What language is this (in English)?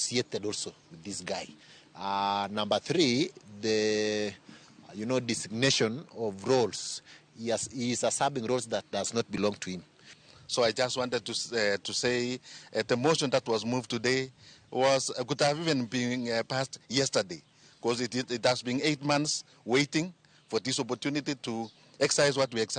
Luo (Kenya and Tanzania)